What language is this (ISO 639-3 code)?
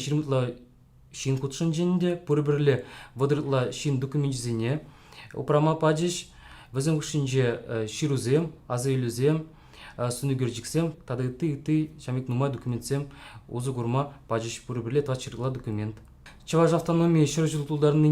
chv